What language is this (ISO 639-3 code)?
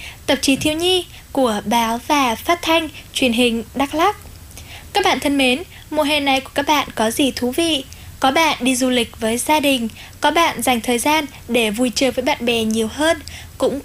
vie